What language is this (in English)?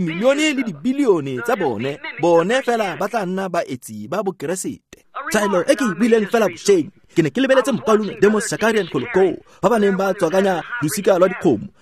Tswana